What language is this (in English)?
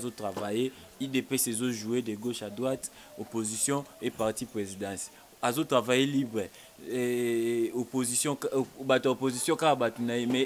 Lingala